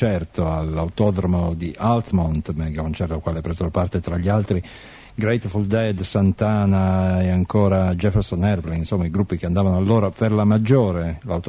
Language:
Italian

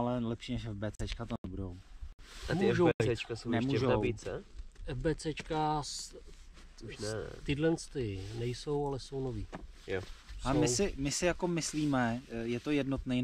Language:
Czech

